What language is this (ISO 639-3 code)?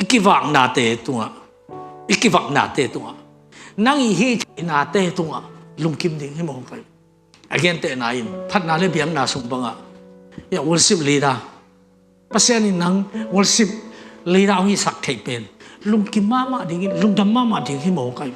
ctd